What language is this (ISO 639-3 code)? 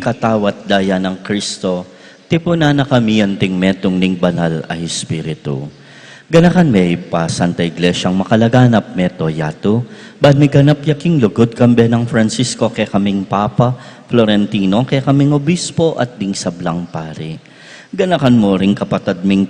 pam